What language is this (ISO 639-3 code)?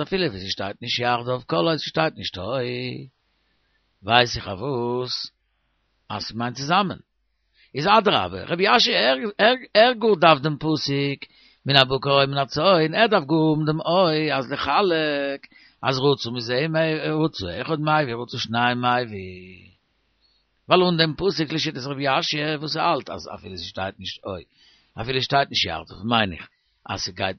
yid